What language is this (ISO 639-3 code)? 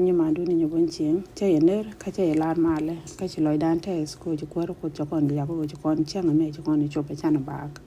nus